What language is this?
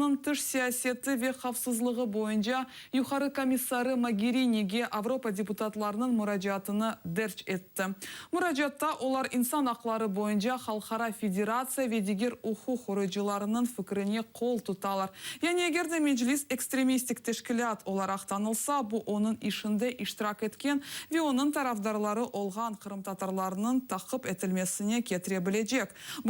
Crimean Tatar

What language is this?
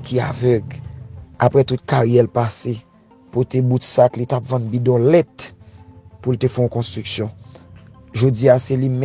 Haitian Creole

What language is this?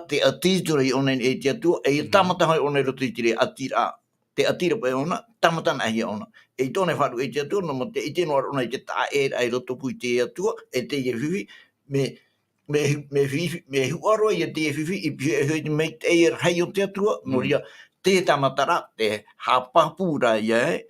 Tahitian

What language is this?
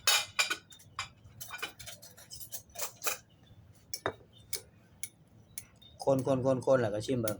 Lao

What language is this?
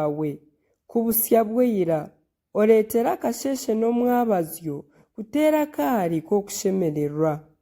Nyankole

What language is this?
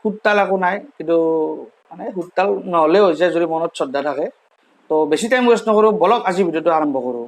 Assamese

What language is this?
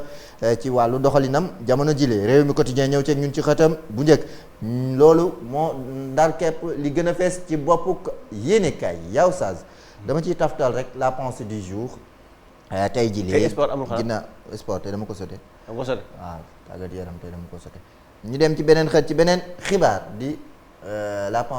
Wolof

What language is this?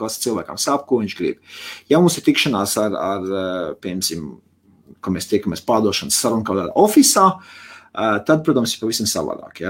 Latvian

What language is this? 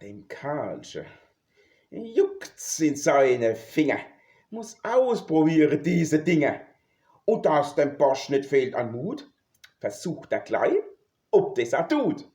Palatine German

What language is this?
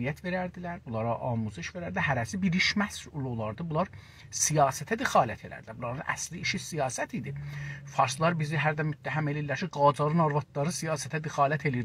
South Azerbaijani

